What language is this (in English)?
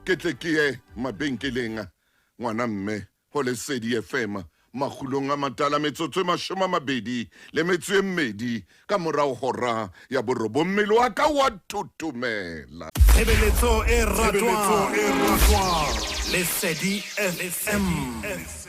Southern Sotho